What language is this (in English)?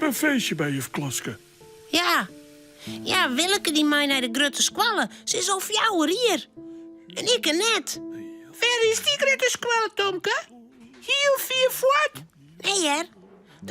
Western Frisian